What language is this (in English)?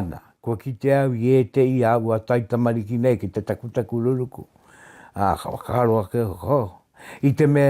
Māori